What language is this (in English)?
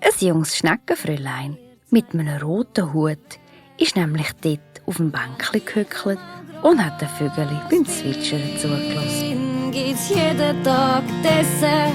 Swiss German